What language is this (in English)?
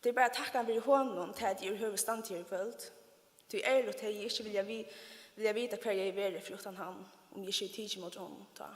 Faroese